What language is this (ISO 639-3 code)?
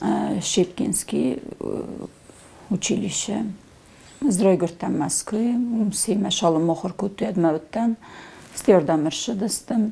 oss